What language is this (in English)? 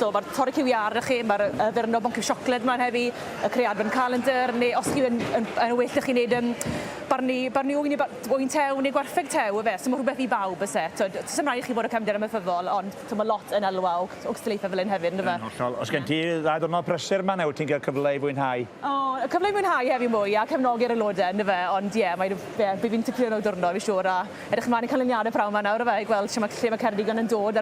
Welsh